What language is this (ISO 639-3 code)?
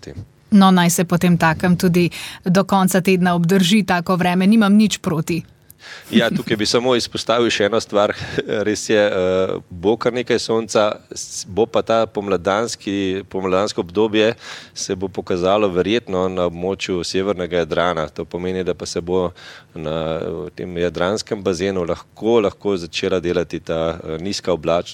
slv